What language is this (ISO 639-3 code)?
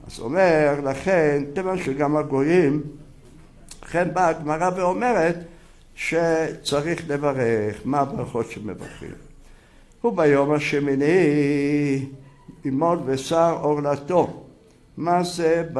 heb